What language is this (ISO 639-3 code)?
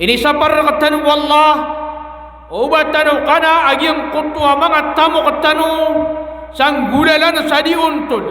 mrw